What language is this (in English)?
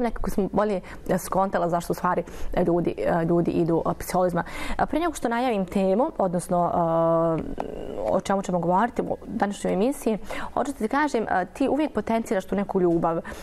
Bosnian